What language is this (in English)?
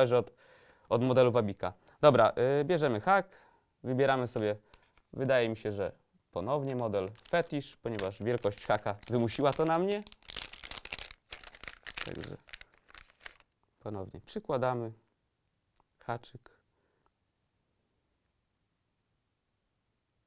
Polish